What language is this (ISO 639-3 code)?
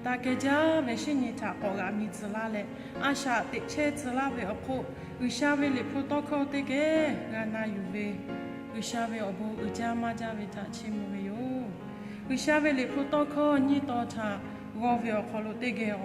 lhu